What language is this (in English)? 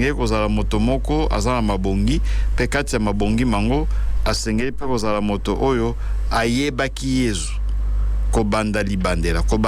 Lingala